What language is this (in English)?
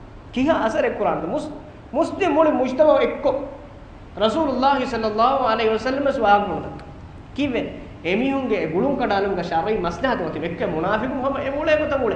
Divehi